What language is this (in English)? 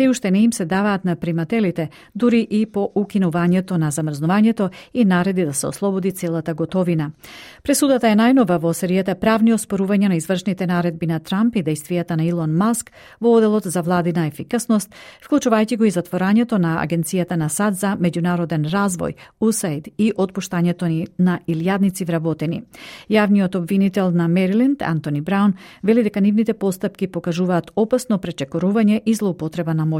Macedonian